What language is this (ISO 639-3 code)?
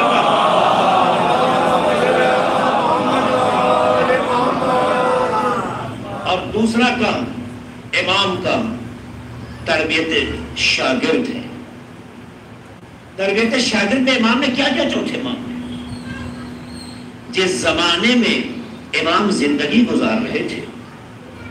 urd